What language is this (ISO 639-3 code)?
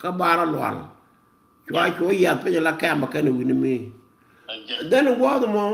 nus